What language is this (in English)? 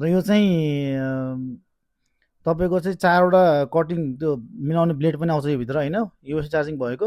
Nepali